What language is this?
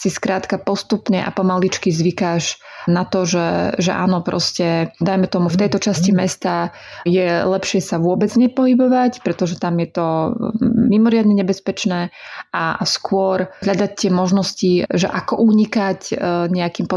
Slovak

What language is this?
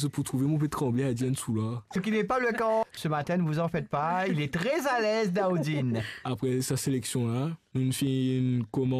Morisyen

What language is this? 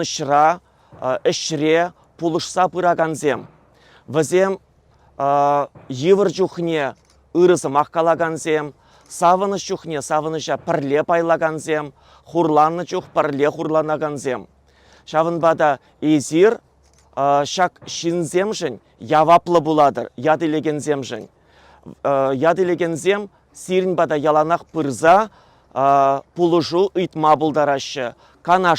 Chuvash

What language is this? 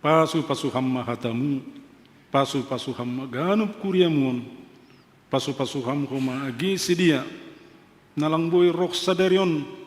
Batak Simalungun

